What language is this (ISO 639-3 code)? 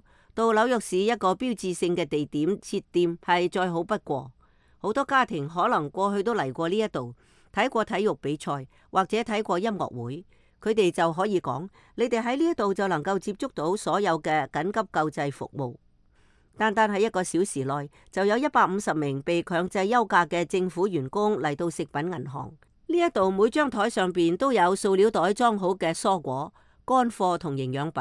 yue